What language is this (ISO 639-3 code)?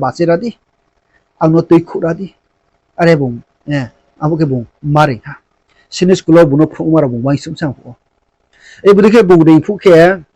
ria